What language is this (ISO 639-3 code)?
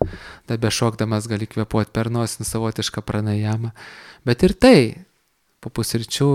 lit